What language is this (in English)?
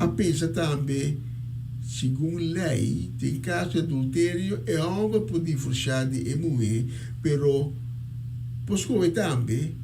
Papiamento